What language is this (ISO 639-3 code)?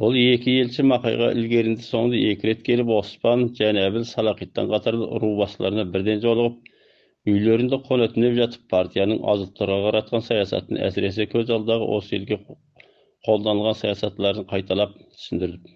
kaz